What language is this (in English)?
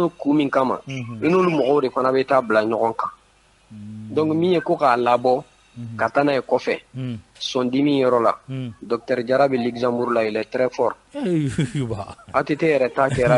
Bambara